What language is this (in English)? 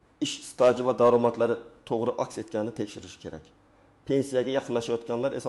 Uzbek